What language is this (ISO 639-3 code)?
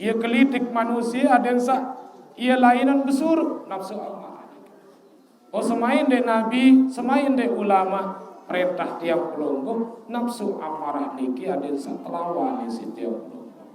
sas